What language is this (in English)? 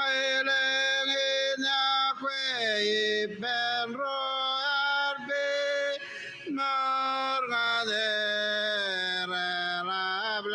Marshallese